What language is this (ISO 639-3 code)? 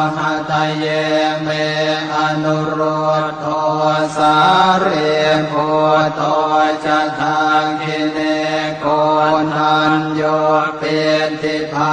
pli